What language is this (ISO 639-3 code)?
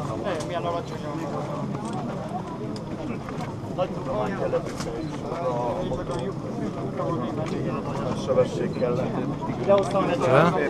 hun